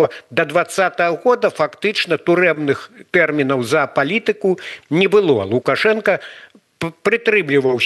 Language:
Belarusian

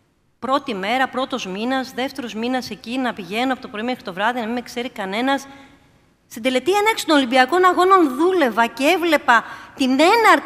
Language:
Greek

